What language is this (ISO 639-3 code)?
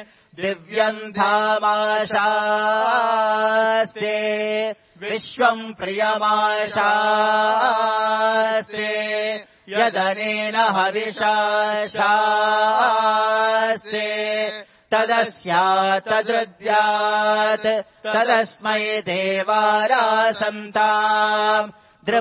san